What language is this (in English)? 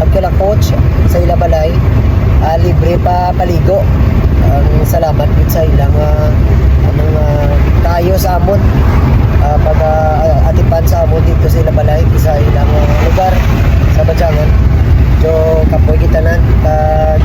Hiligaynon